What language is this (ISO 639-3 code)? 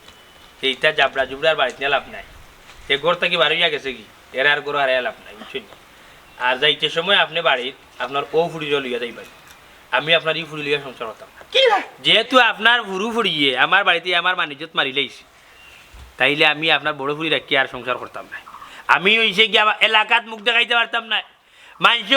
syl